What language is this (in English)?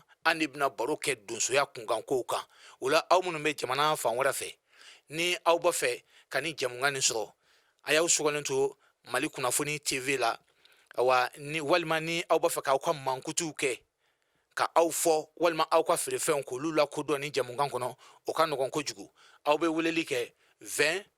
Bambara